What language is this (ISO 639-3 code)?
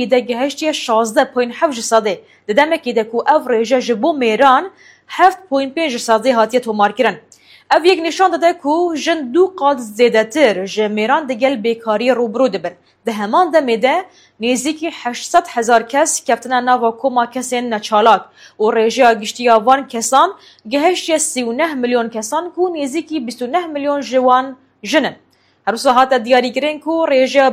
kur